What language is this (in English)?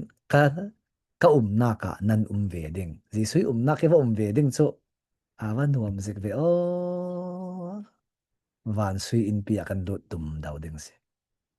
Falam Chin